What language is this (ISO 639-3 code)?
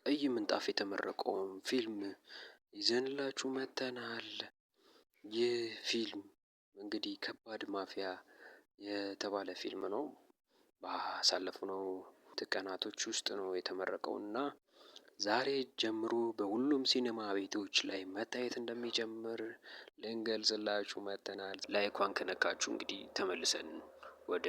amh